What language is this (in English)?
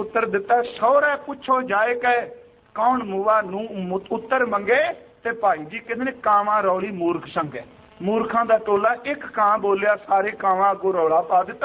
Punjabi